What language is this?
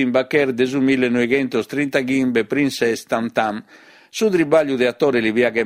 Sardinian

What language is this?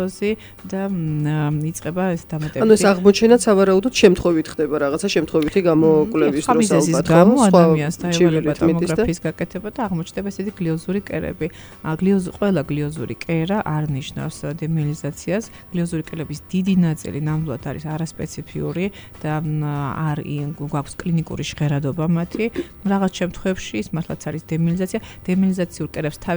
Georgian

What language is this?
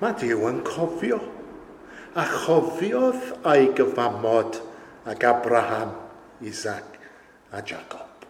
Welsh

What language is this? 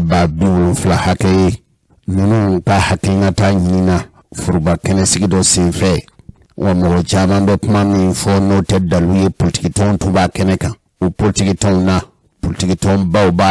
Bambara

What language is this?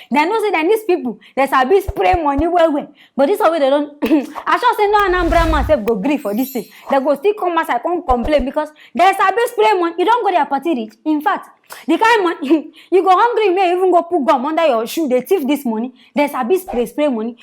Nigerian Pidgin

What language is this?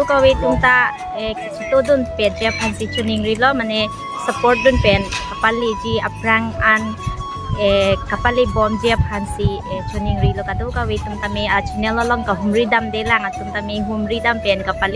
Karbi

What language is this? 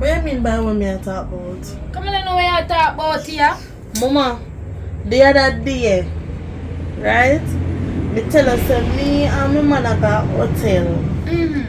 Jamaican Creole English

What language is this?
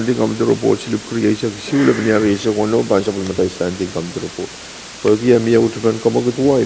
Pohnpeian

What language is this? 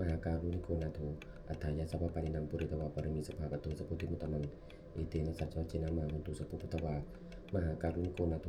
Pali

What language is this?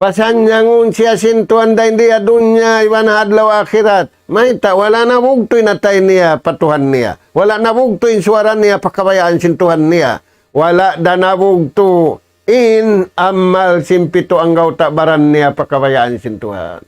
Tausug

